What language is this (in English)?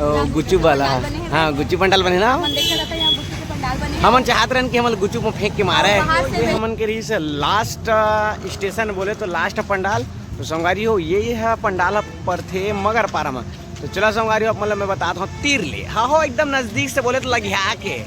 Chhattisgarhi